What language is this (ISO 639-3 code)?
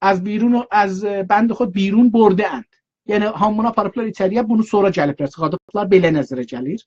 azb